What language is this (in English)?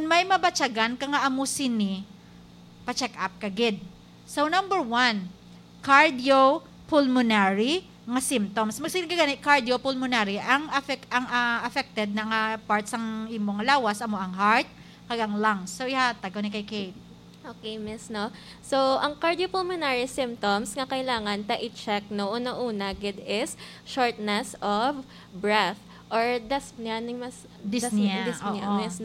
Hiligaynon